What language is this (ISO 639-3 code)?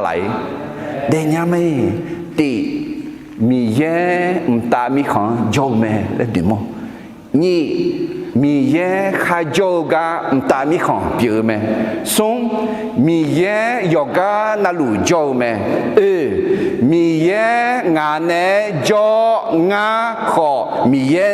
ahk